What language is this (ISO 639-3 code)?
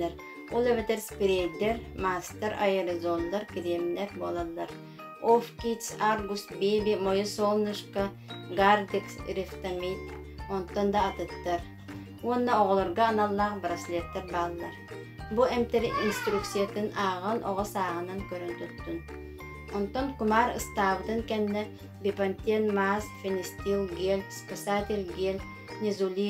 sah